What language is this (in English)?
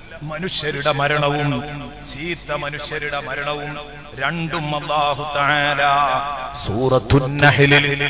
Malayalam